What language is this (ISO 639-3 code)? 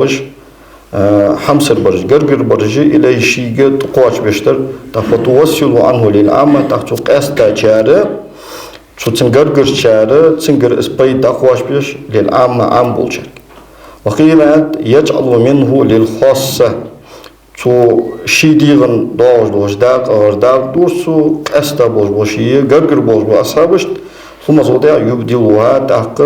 inh